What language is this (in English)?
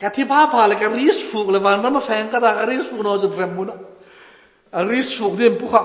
Hmar